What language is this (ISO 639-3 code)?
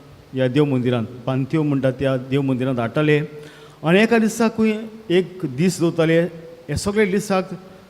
kok